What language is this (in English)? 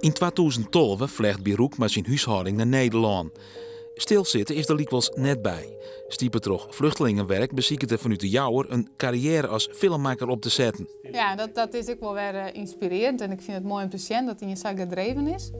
Western Frisian